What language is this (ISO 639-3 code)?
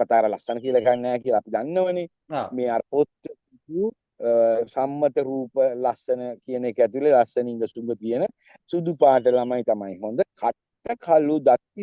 sin